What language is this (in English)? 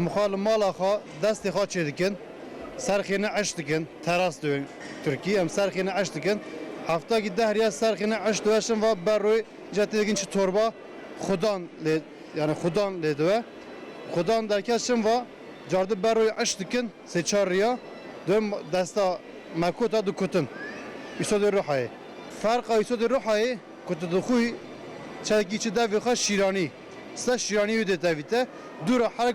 Kurdish